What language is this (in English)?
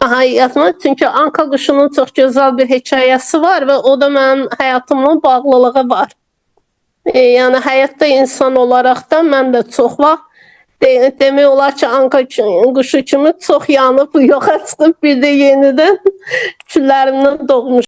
Azerbaijani